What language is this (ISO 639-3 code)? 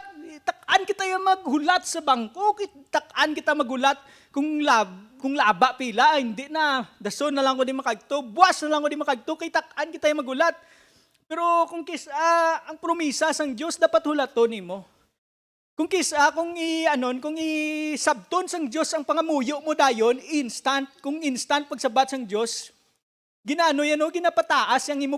hil